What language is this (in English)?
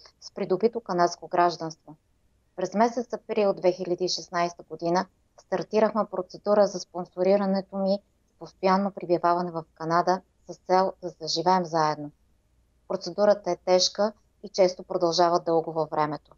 Bulgarian